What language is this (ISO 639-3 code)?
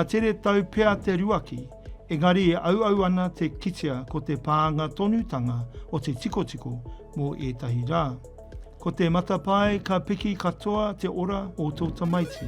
mri